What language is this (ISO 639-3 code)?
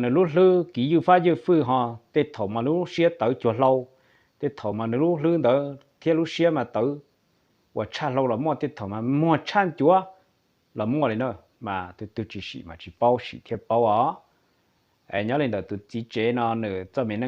hmn